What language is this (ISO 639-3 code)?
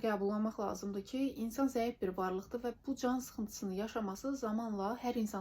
aze